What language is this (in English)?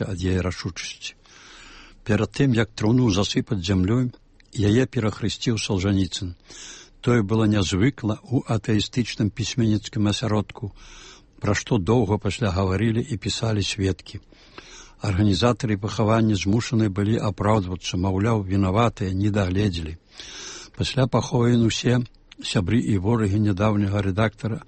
Belarusian